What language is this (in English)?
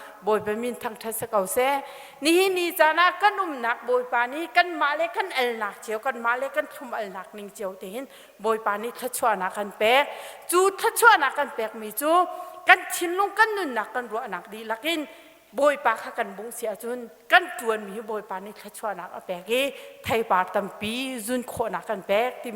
Hakha Chin